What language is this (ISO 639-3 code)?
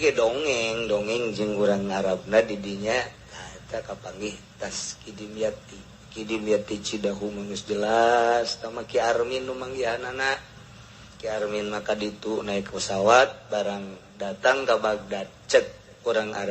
sun